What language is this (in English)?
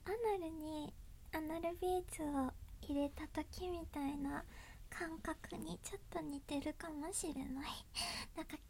Japanese